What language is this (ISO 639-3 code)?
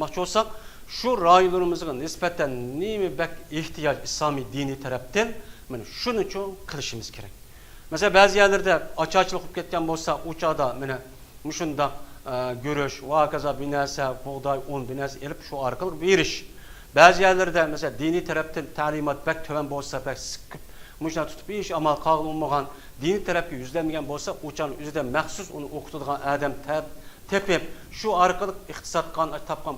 uig